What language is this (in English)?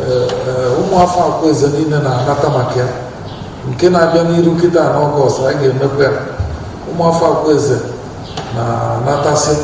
Igbo